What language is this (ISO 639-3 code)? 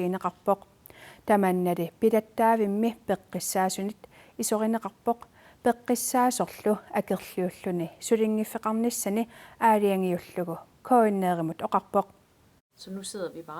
kal